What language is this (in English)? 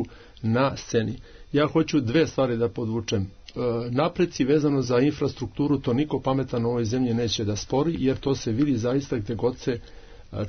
Serbian